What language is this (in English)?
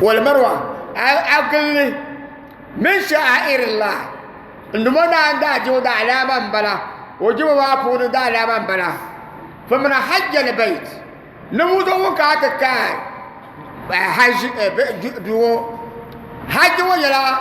Dagbani